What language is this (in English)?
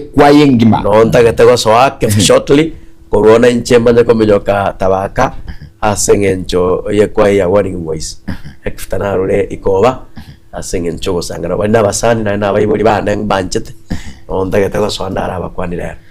Gusii